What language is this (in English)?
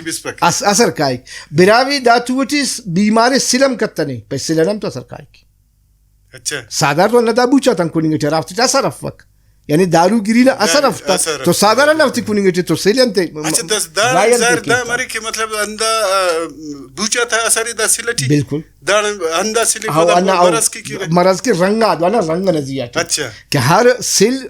Brahui